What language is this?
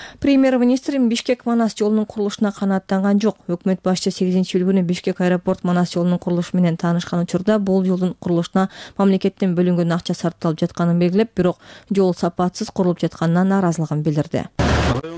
Kyrgyz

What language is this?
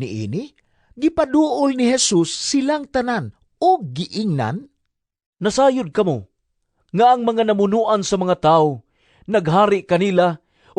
Cebuano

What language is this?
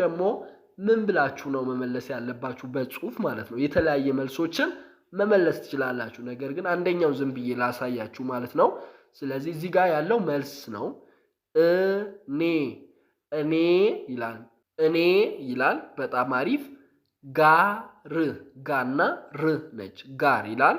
Amharic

